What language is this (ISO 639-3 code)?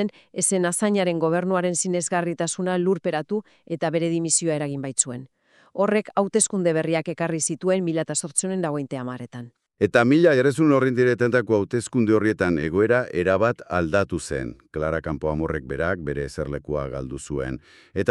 eus